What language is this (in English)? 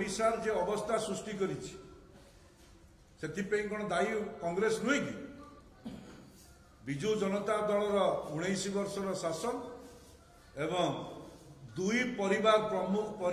Odia